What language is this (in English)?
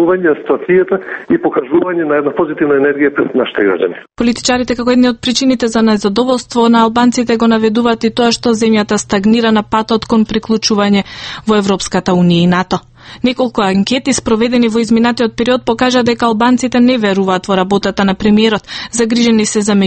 Macedonian